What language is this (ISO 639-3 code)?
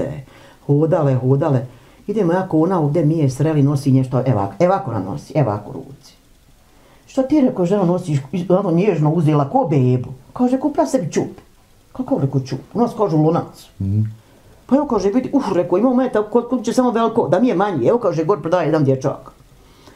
bos